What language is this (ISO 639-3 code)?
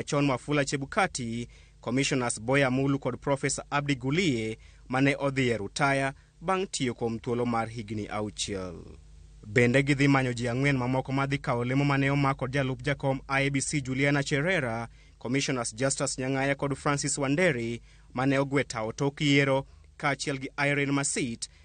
luo